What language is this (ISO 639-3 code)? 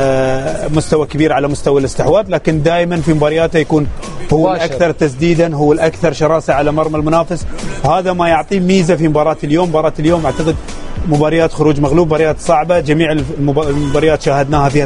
ara